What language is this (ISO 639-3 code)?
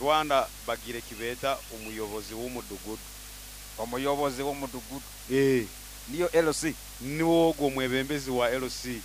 nyo